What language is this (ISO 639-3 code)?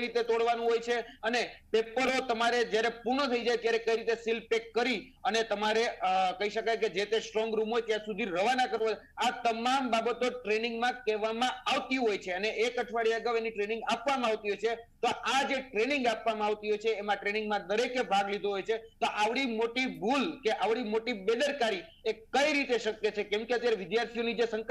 guj